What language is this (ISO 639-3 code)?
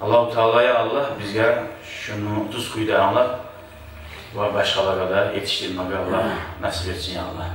kum